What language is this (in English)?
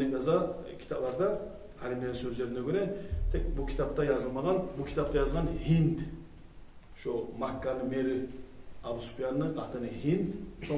Kumyk